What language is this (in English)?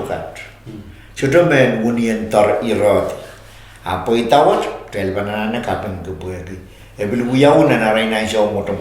Pohnpeian